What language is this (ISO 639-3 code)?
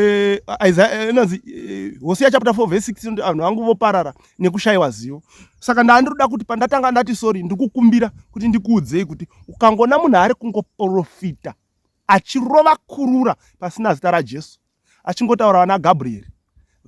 sna